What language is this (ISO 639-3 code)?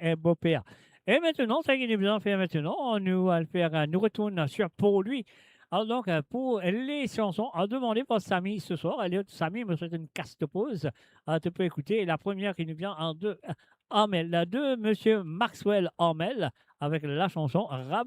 mfe